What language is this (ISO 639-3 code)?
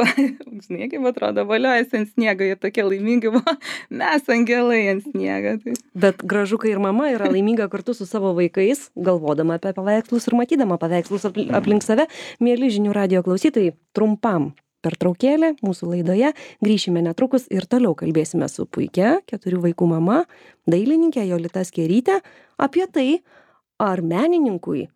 lit